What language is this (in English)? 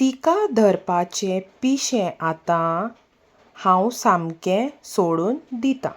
Konkani